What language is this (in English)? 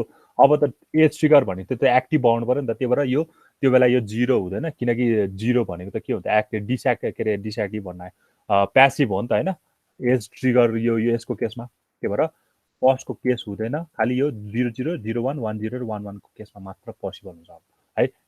Nepali